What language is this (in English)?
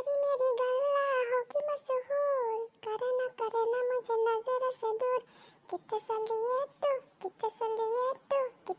Assamese